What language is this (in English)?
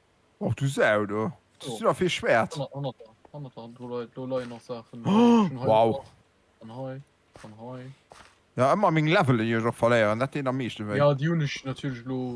Luxembourgish